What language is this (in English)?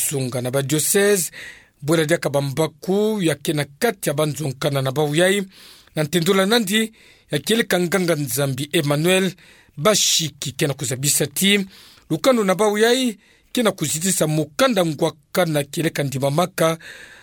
Kituba (Democratic Republic of Congo)